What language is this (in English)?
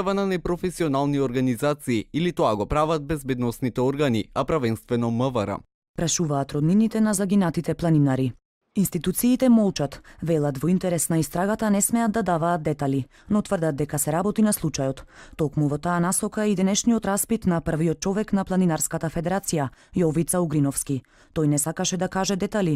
Macedonian